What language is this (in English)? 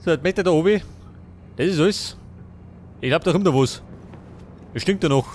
Bavarian